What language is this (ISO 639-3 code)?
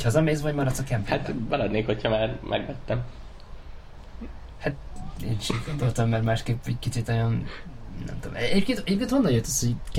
hun